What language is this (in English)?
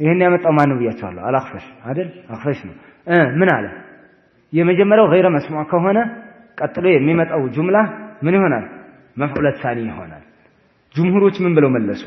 Amharic